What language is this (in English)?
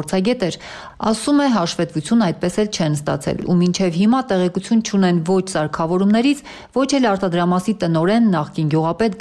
Armenian